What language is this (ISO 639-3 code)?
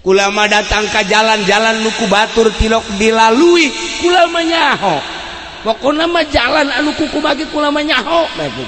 sun